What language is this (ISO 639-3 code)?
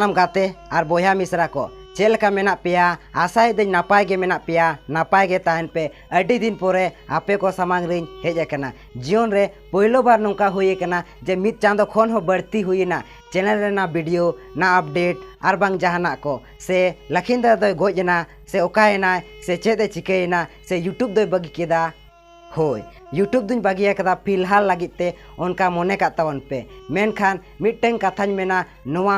sat